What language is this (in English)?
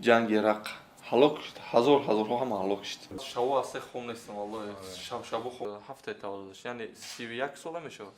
Chechen